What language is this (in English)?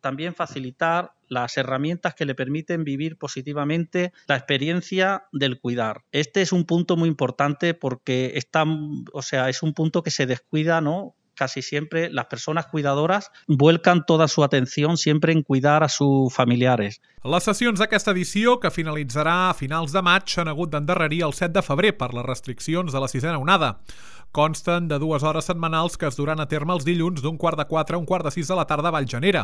Catalan